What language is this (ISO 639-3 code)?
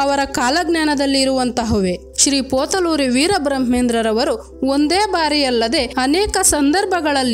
kan